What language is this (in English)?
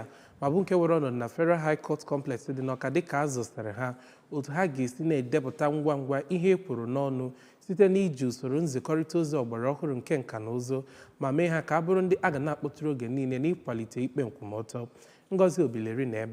Igbo